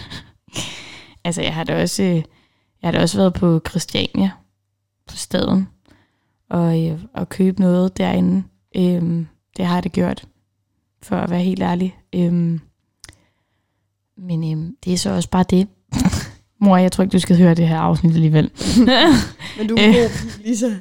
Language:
Danish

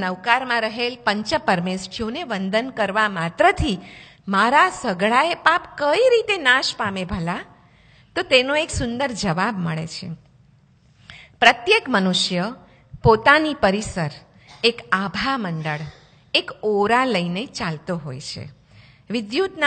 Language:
Gujarati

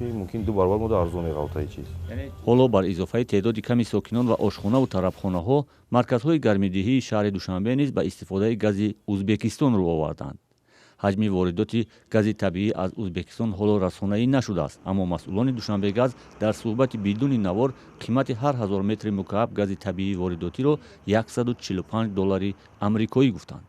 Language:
Tajik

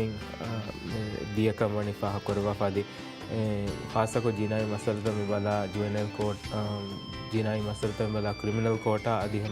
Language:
Divehi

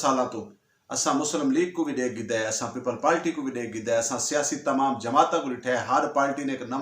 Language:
Saraiki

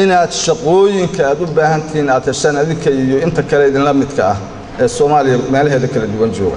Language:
Somali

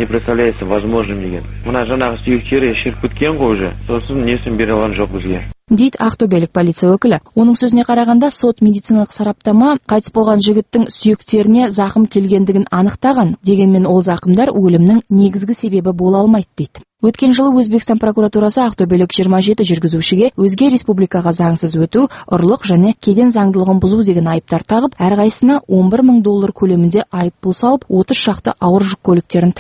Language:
Kazakh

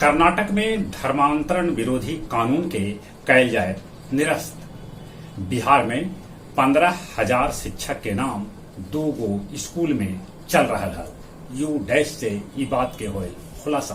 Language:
Magahi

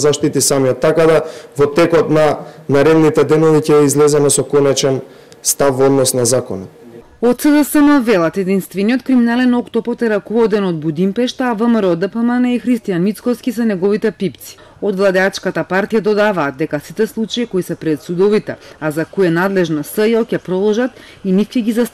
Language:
Macedonian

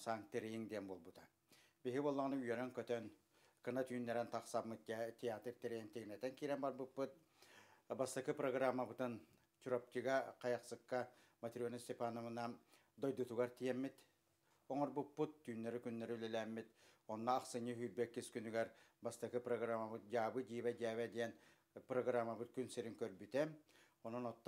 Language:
Yakut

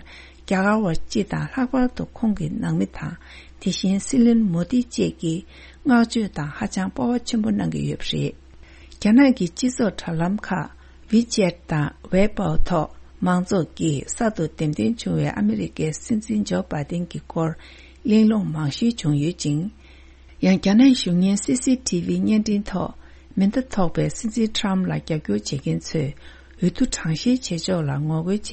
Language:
Tibetan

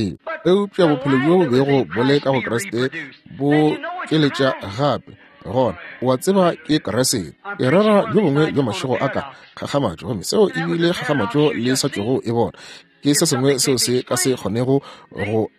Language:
Northern Sotho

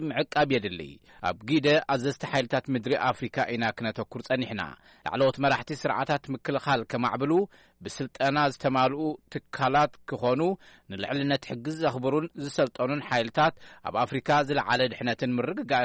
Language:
Tigrinya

